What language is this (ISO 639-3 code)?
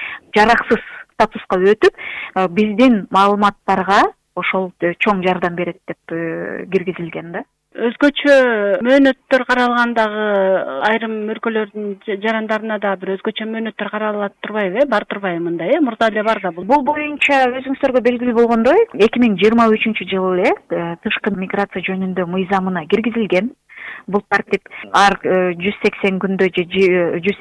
kir